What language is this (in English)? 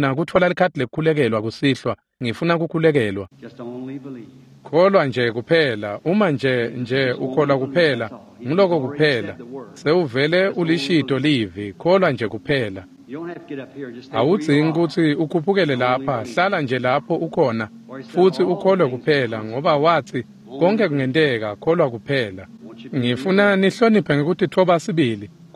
Swati